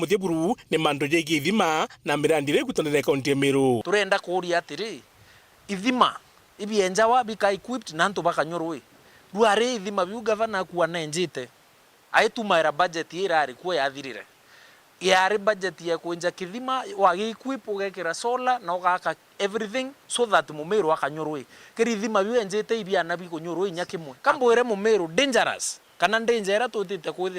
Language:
Meru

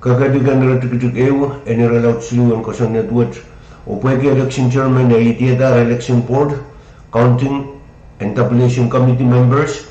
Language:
Pohnpeian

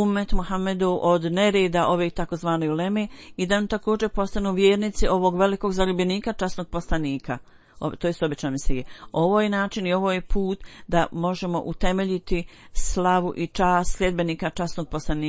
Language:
Bosnian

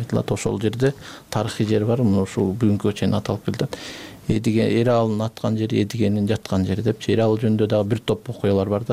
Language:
Kyrgyz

